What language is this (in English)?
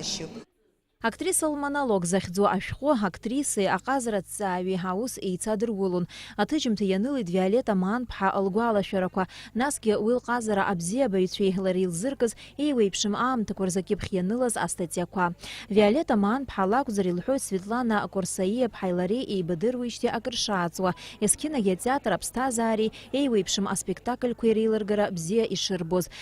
Abkhazian